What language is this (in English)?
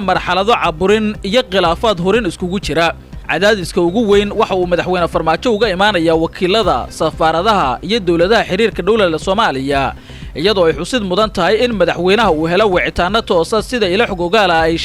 Somali